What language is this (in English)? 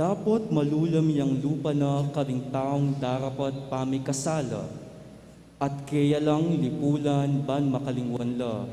Pampanga